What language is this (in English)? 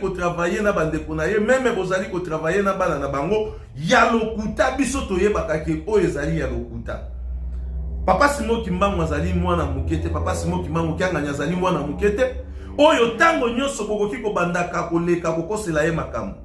Lingala